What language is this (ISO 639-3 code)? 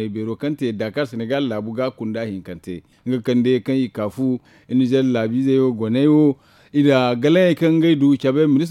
dje